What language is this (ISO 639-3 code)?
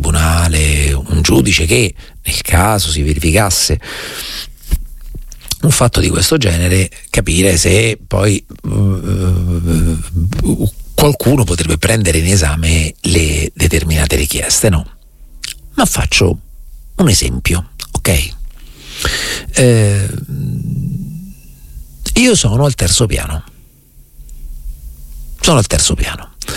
ita